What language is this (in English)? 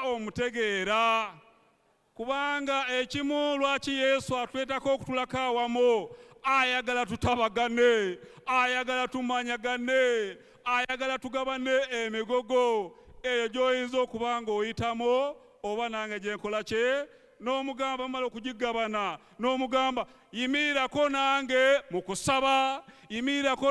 Ganda